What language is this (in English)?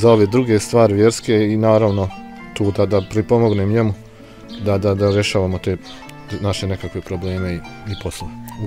Bosnian